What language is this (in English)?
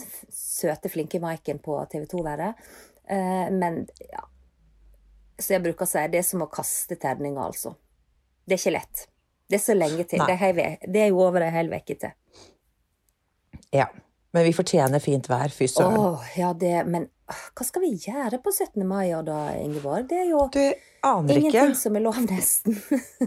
Norwegian